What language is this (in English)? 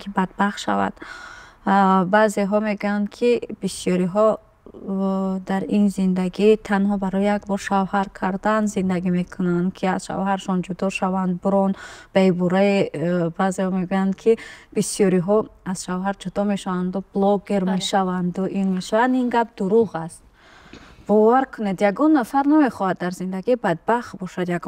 Tajik